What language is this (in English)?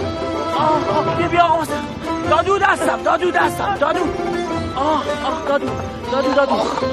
Persian